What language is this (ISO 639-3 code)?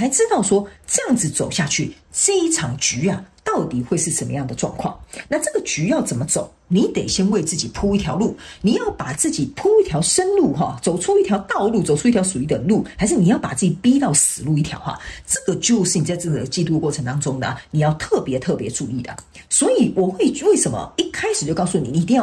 zho